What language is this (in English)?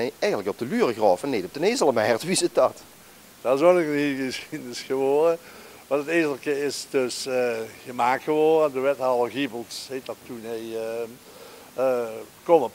Limburgish